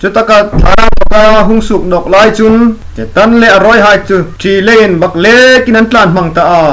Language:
Hmar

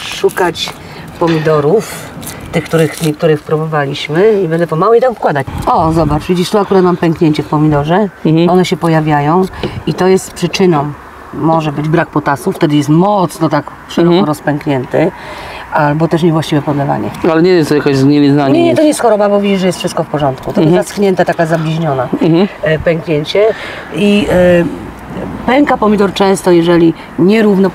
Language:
Polish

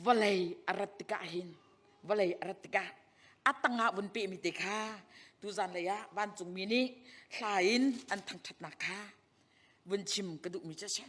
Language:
Hakha Chin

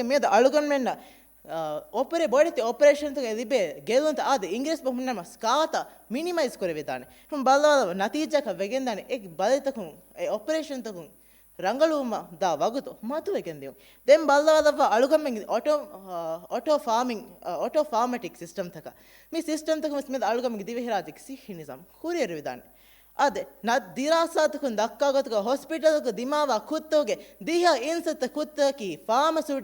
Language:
Divehi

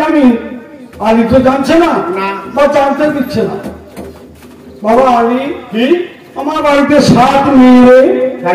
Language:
Bangla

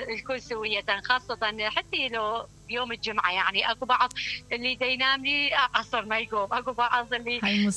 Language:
Mesopotamian Arabic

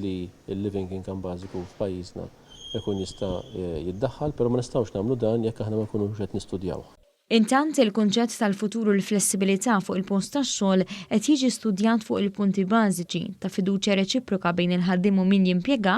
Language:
Maltese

